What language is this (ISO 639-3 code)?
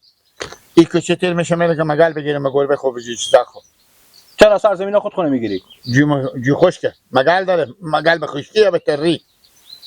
fas